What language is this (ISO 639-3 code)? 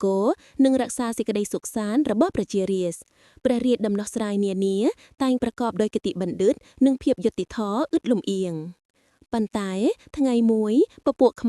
khm